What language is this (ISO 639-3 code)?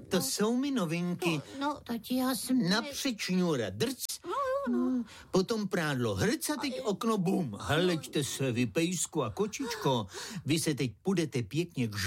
ces